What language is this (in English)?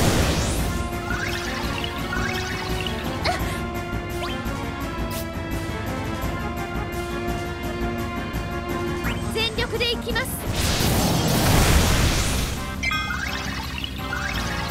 Japanese